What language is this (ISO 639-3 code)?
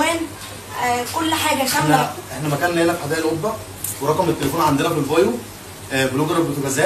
arz